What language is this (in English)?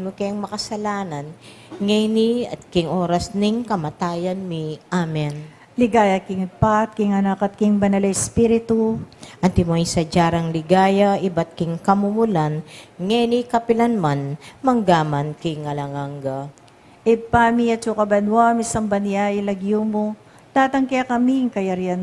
Pampanga